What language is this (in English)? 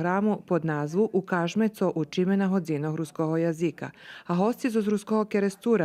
Rusyn